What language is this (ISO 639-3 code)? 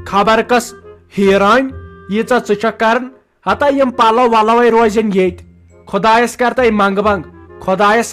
kas